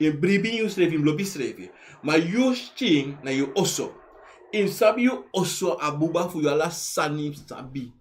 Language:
Sranan Tongo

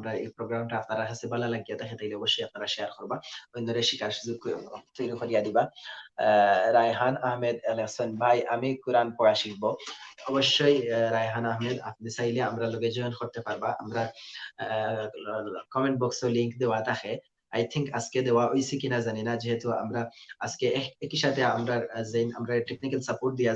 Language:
Sylheti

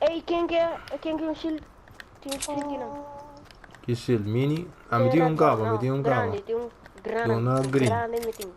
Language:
Papiamento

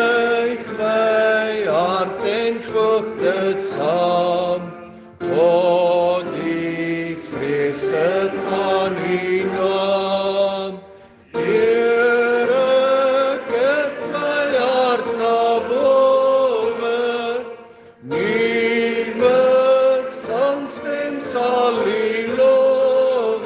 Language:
Afrikaans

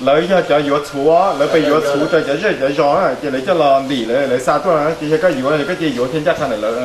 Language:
Hmong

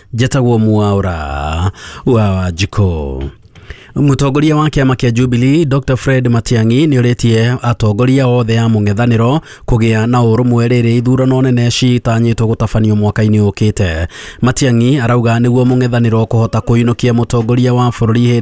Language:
Kikuyu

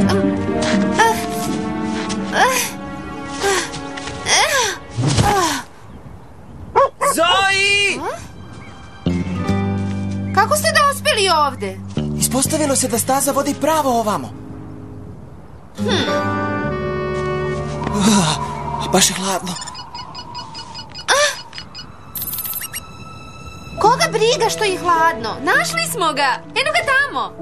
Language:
Serbian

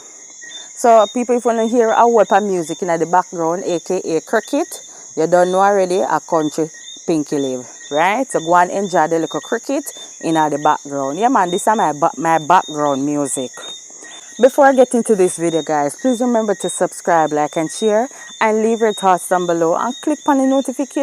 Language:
Jamaican Creole English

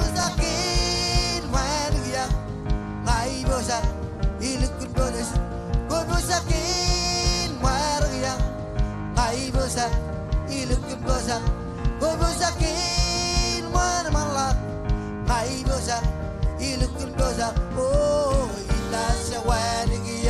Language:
Marshallese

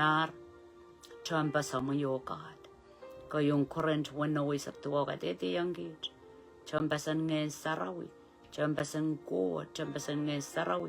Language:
Pohnpeian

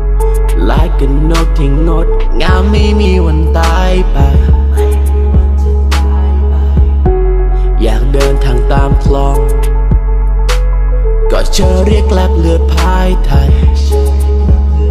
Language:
Thai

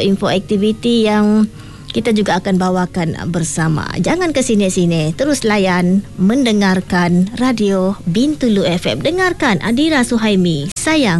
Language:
Malay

